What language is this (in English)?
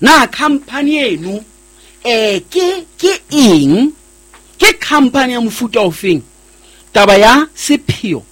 Southern Sotho